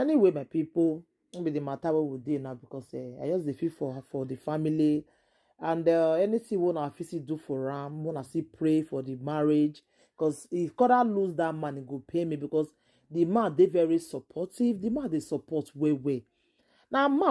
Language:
Nigerian Pidgin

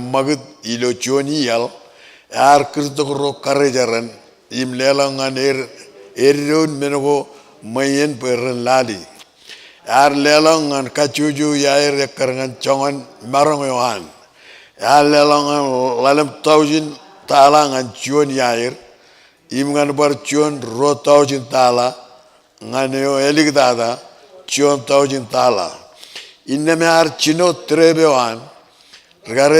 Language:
Marshallese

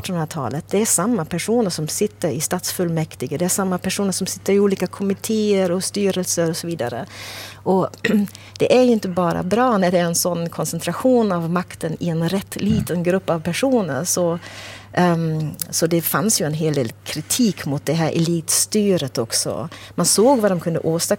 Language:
Swedish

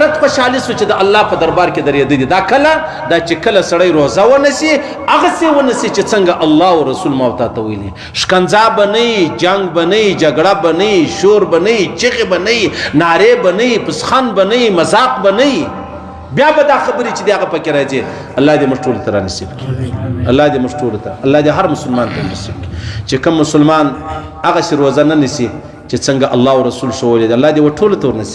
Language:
Pashto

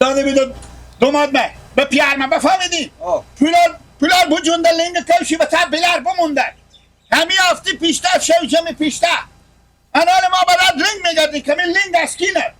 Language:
Persian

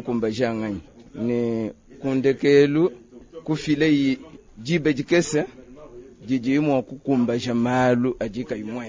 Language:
Luba-Lulua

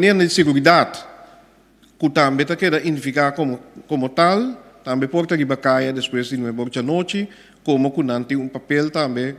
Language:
Papiamento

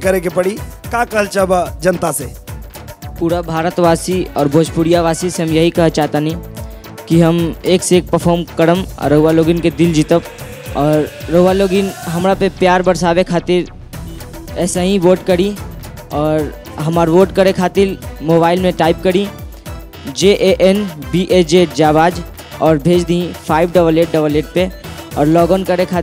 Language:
Bhojpuri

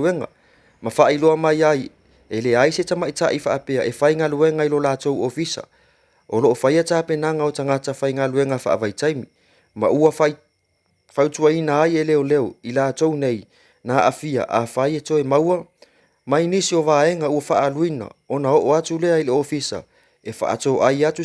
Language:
Samoan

